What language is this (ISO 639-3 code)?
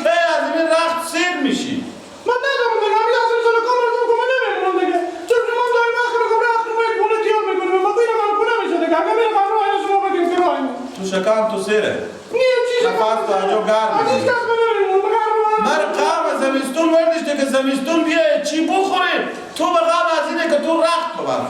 fas